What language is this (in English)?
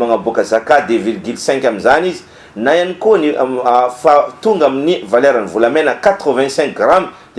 Malagasy